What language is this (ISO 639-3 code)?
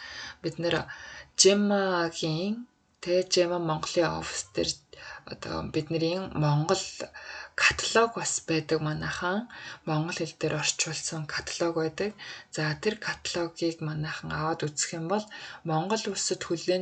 mon